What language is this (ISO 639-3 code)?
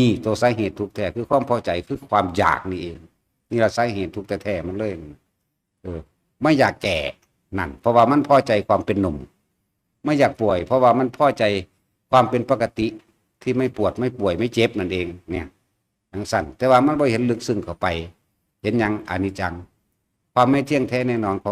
tts